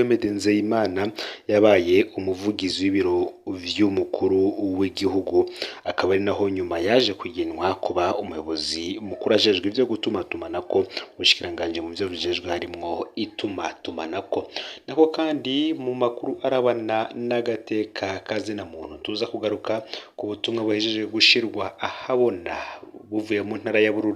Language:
Rundi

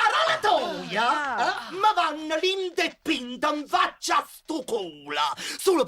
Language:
Neapolitan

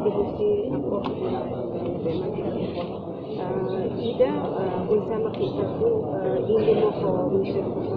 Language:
Tetum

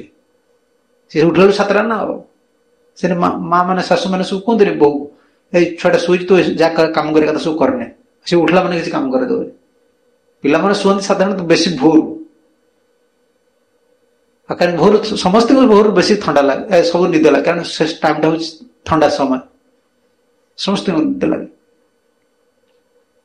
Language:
Odia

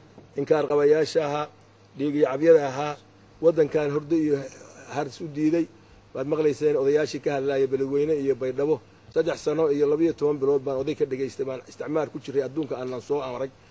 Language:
Somali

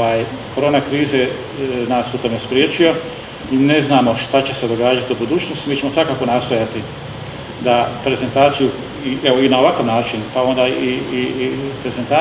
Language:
Croatian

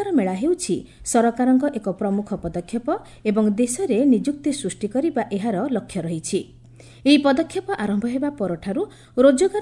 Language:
Odia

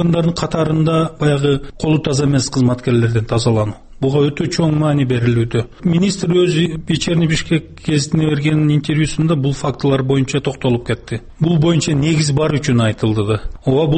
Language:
Kyrgyz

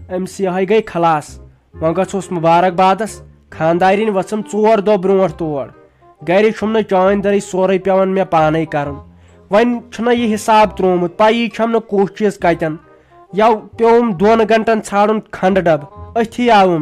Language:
Kashmiri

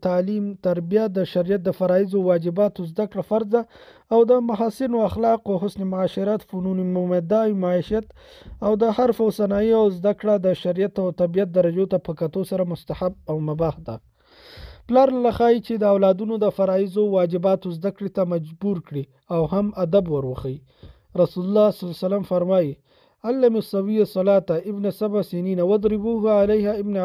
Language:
Pashto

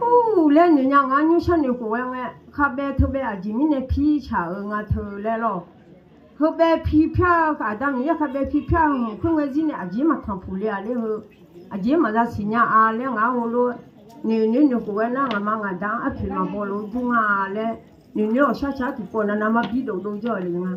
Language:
Akha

